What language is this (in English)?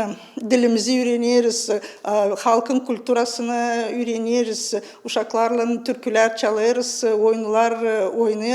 Gagauz